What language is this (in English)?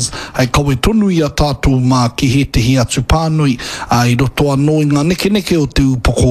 Māori